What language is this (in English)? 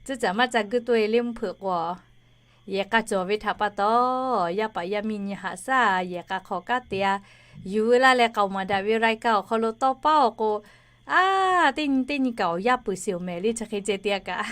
Lahu